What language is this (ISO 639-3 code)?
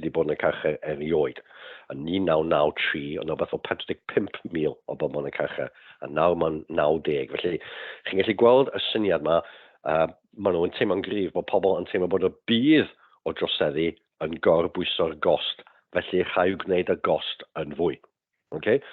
cym